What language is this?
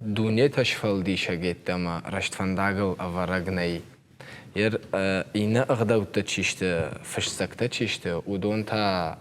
Ossetic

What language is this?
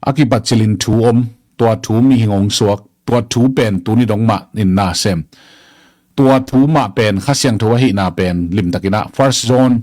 Tedim Chin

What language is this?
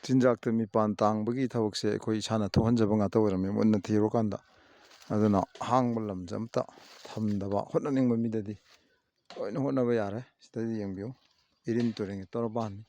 Manipuri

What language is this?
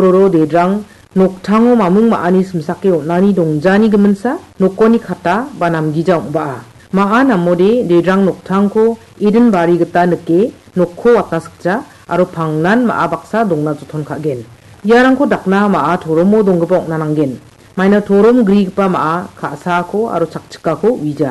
Garo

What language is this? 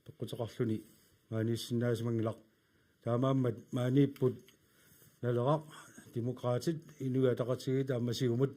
Kalaallisut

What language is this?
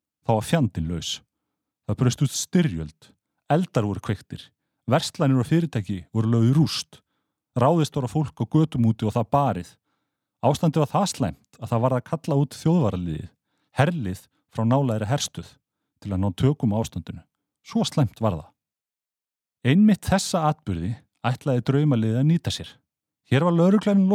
Icelandic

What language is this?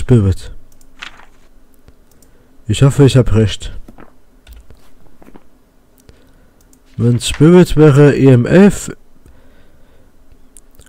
German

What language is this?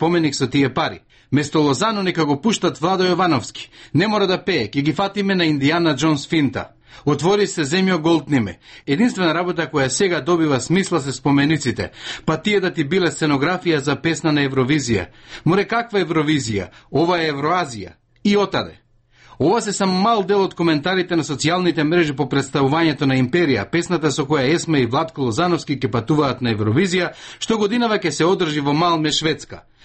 Macedonian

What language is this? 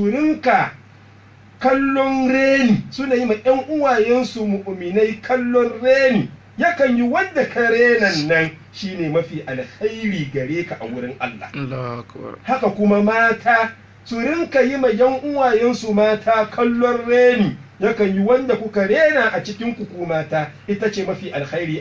Hausa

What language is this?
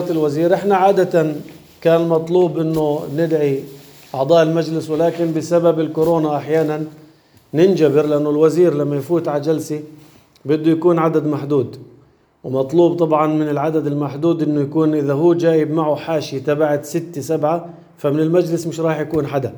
North Levantine Arabic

